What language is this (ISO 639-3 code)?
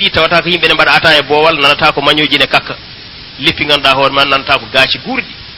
ful